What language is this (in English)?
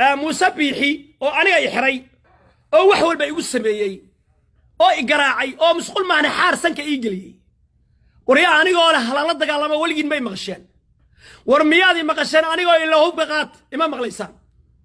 Somali